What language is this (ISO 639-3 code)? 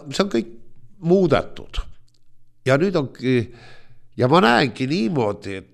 est